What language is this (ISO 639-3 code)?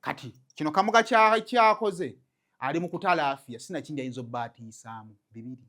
lug